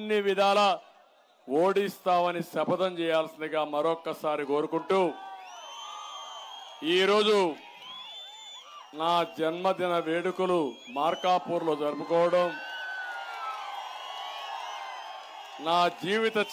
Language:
Telugu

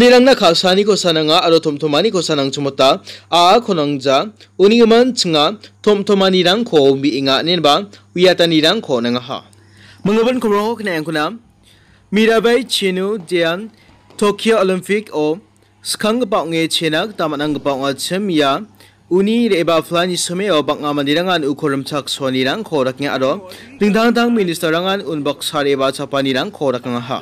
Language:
Garo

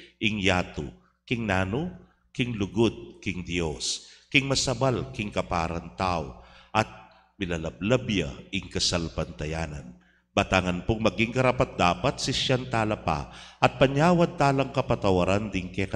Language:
Pampanga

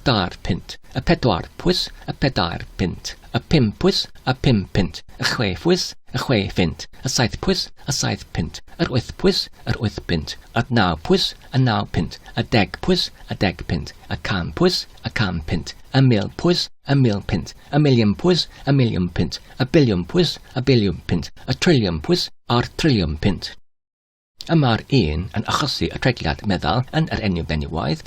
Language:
Welsh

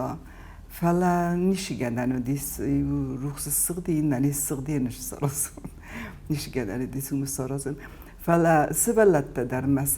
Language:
Ossetic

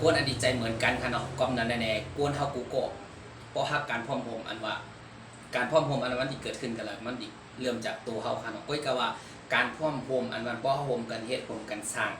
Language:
Shan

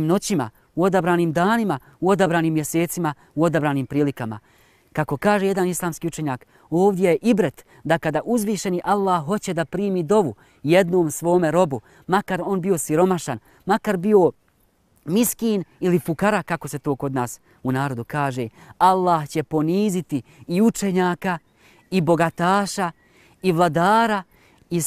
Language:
Bosnian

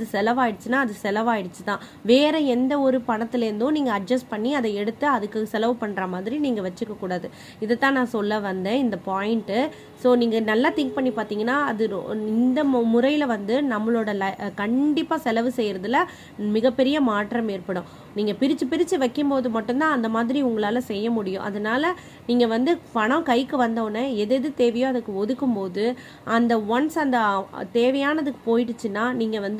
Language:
Tamil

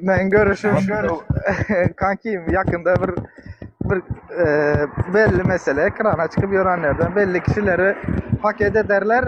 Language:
Turkmen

